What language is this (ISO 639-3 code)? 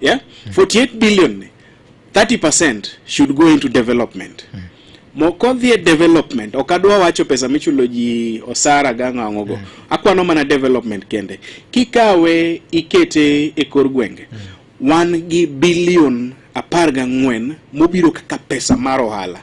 luo